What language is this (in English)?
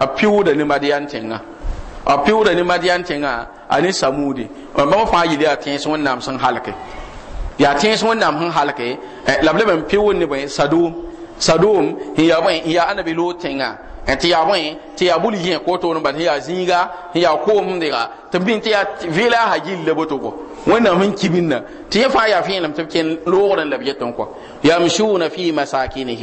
Mossi